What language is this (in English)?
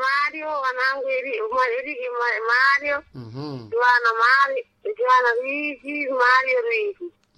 Sena